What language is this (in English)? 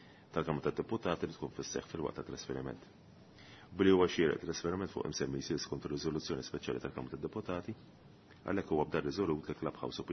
Maltese